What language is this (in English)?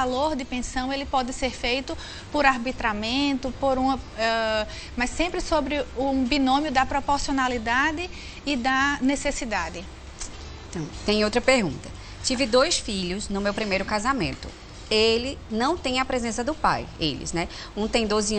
Portuguese